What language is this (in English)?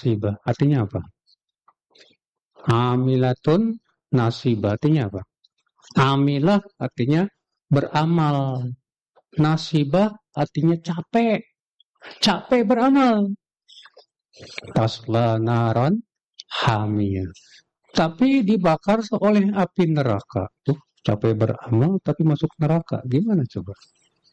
Indonesian